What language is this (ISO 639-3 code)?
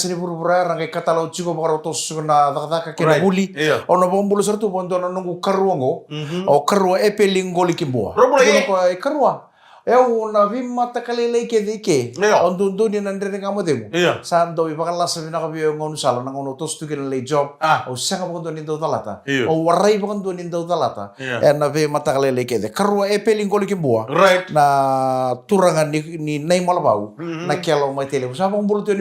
fij